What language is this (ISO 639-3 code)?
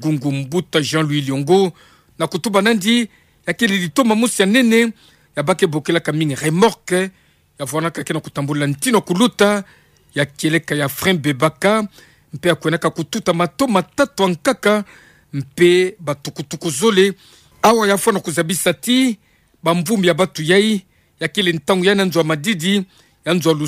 ktu